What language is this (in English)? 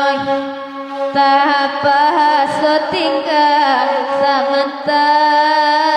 Minangkabau